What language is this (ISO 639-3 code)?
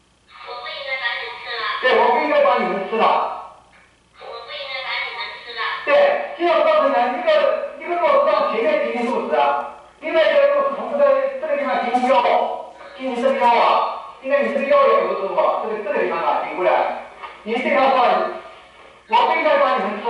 zho